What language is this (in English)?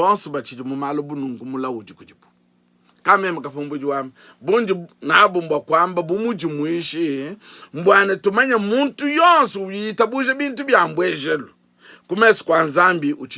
Luba-Lulua